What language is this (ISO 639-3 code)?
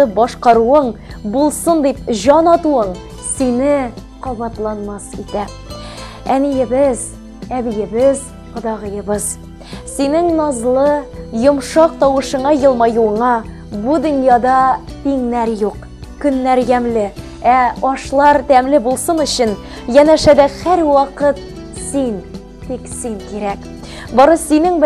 tat